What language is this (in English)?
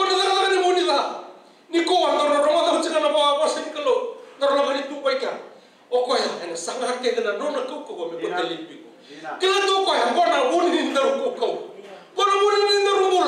Fijian